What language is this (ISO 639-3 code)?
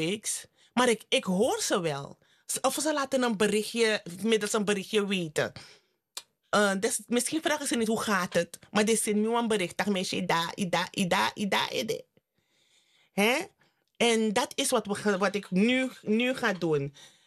nld